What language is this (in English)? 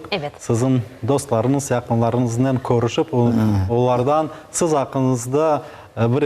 Crimean Tatar